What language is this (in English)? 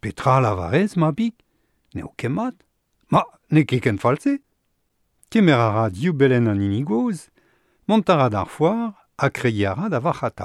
Breton